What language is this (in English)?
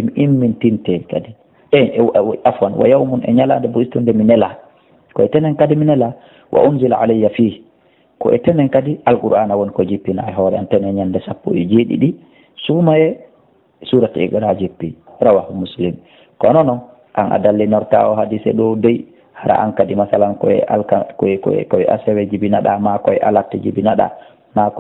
Fula